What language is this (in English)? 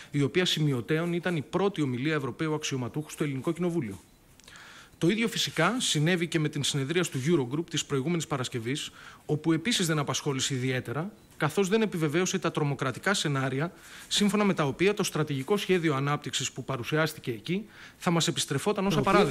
Greek